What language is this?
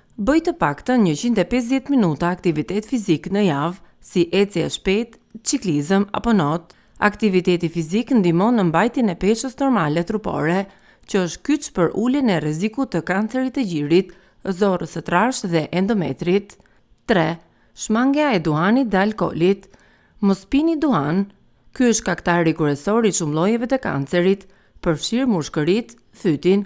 Albanian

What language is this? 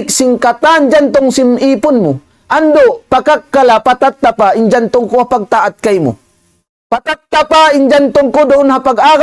Tausug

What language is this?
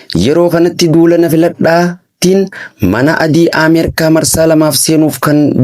Oromo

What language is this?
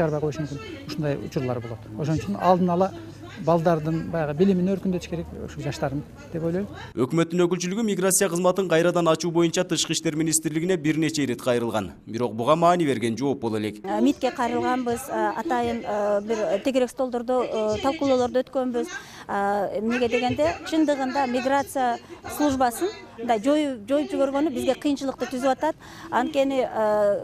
Kyrgyz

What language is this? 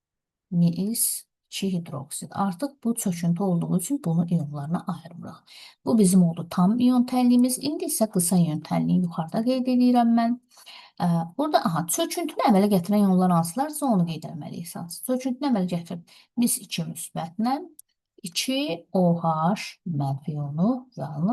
Azerbaijani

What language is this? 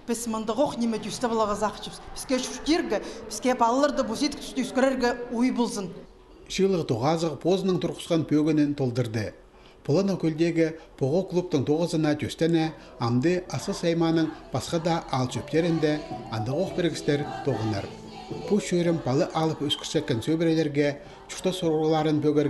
Khakas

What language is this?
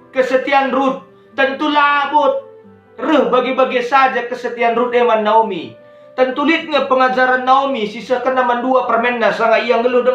Batak Karo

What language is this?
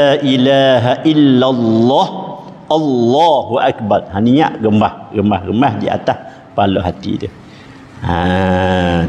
Malay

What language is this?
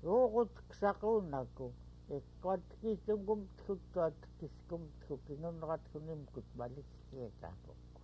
Central Yupik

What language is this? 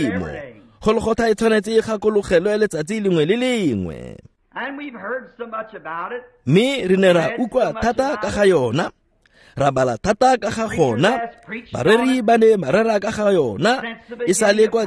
Tswana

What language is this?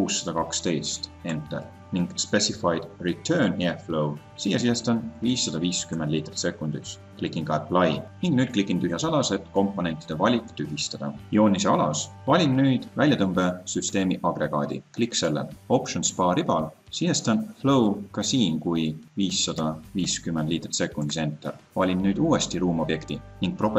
Estonian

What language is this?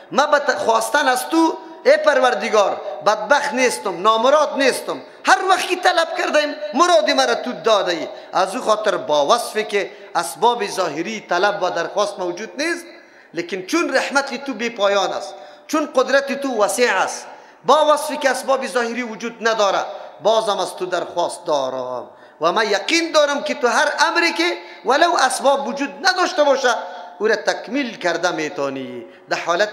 Persian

